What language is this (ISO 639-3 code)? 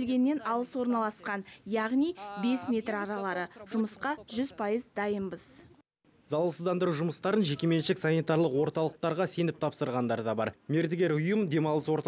kaz